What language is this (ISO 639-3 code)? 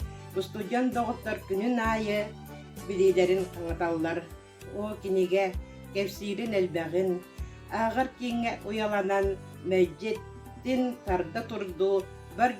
sah